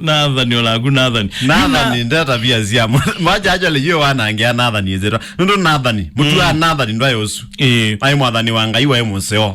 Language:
Kamba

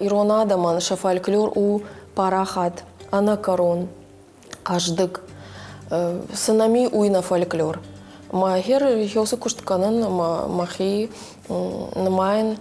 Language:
Ossetic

